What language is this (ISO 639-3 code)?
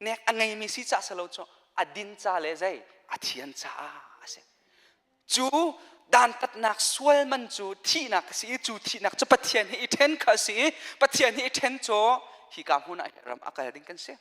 cnh